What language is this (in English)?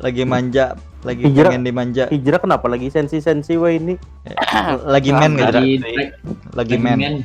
Banjar